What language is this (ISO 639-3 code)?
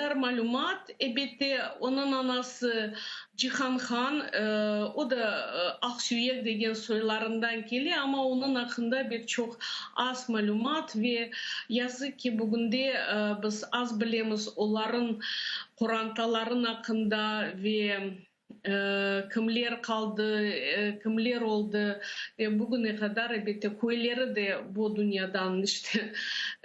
crh